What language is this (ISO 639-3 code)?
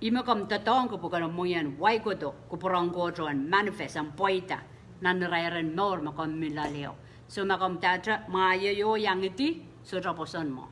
pon